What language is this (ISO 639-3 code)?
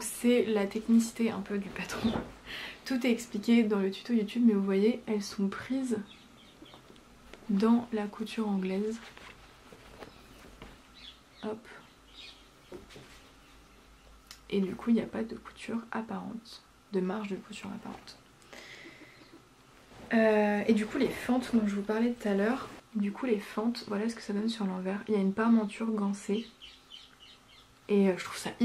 fra